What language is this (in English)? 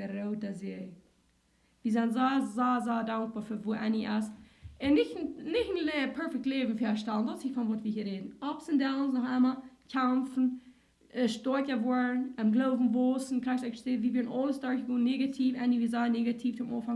Plautdietsch